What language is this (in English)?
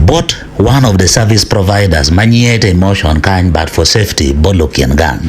Acoli